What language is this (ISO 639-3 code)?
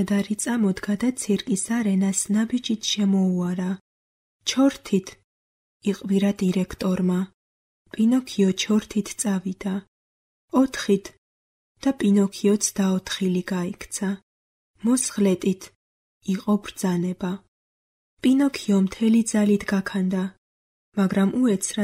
kat